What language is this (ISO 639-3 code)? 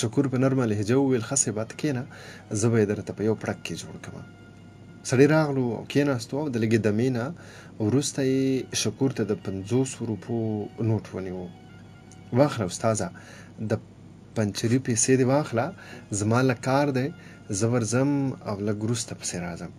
pus